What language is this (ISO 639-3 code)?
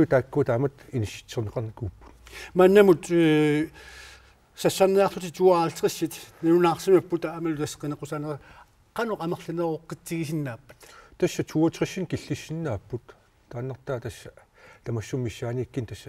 kal